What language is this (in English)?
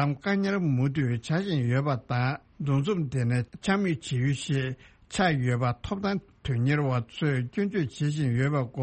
Tibetan